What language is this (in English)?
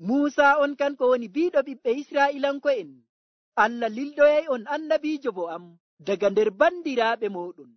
Nigerian Fulfulde